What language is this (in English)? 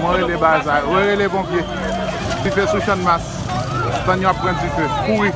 Haitian Creole